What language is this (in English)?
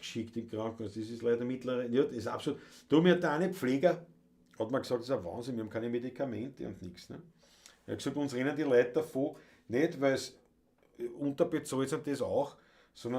Bavarian